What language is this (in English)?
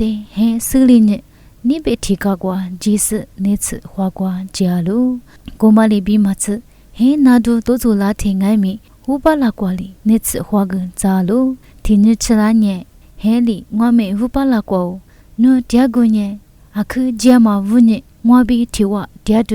Lisu